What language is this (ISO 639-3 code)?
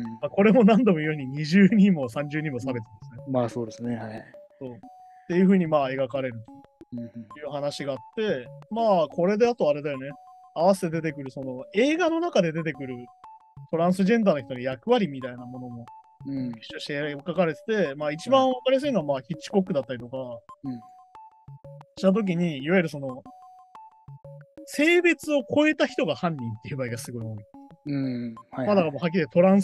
jpn